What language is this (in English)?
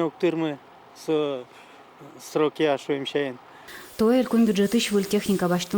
Udmurt